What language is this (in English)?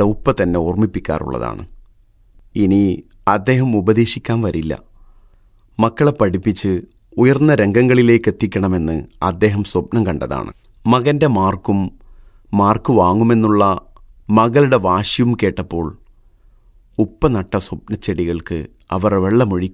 Malayalam